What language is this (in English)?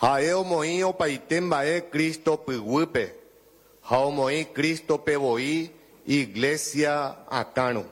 Guarani